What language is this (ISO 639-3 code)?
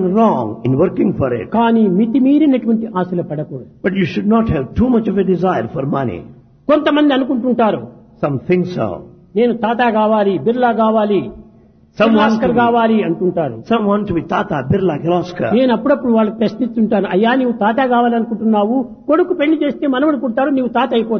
tel